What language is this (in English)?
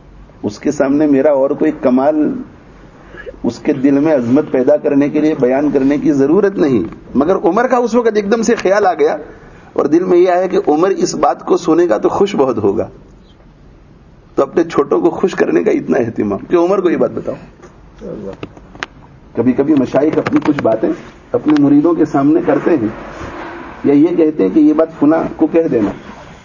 Urdu